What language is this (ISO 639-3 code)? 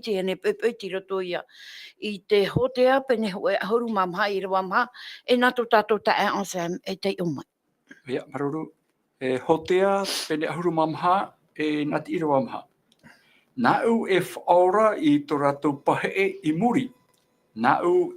tah